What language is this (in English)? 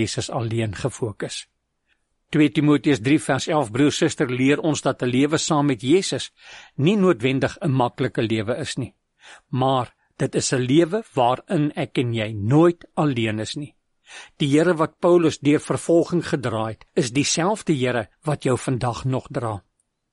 Afrikaans